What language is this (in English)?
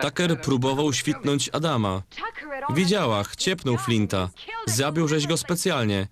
Silesian